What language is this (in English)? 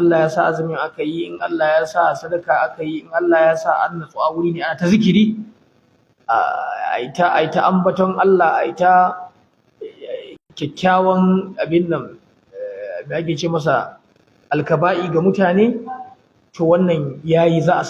Hausa